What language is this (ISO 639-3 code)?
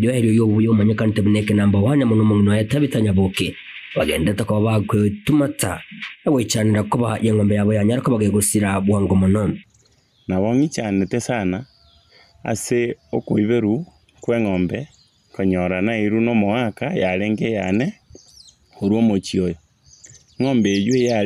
guz